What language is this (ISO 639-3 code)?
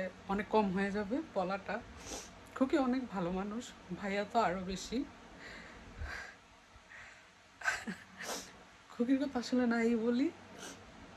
ben